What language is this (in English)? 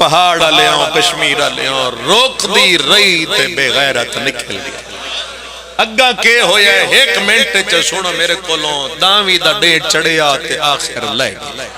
Pahari-Potwari